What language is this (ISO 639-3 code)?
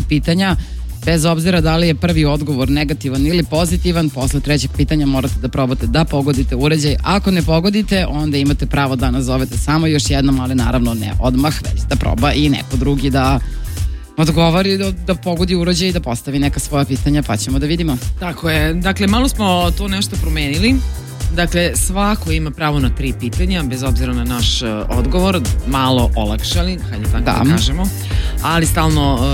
srp